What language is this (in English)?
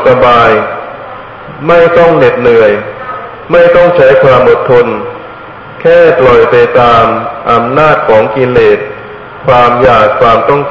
Thai